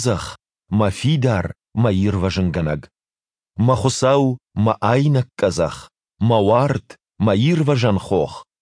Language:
Ossetic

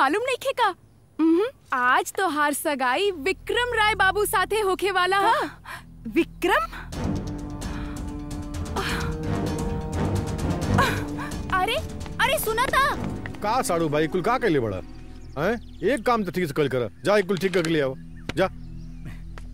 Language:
Bhojpuri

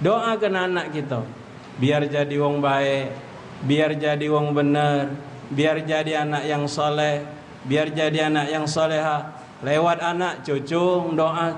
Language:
Musi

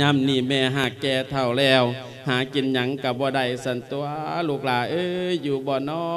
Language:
Lao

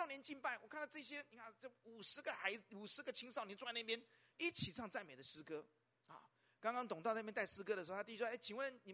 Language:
Chinese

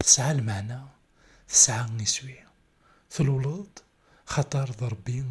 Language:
Kabyle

